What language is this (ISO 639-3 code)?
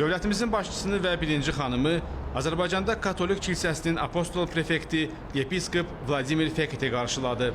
aze